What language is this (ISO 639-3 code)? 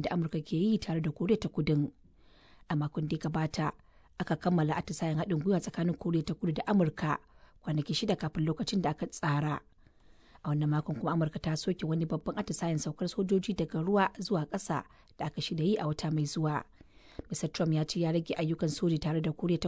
hau